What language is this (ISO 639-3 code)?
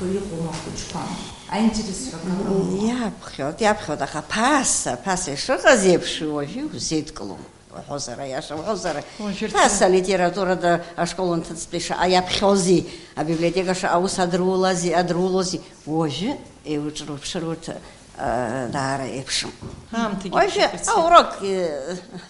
abk